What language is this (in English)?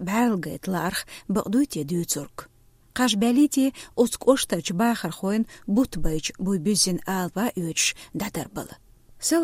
Chechen